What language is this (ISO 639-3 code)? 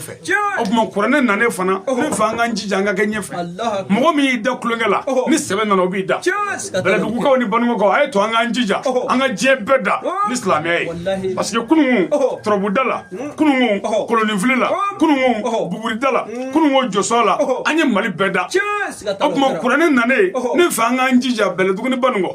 bam